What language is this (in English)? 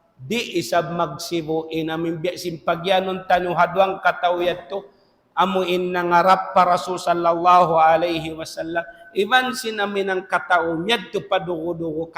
Tausug